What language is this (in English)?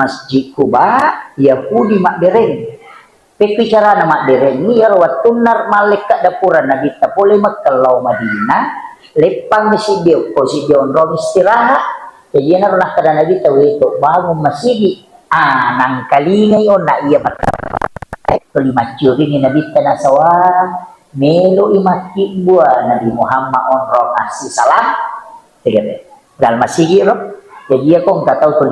Buginese